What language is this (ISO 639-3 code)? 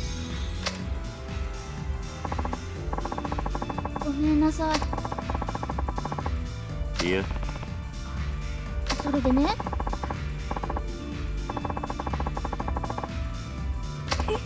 jpn